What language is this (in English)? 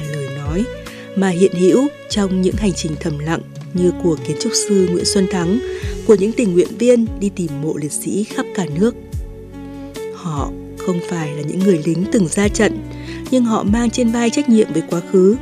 Vietnamese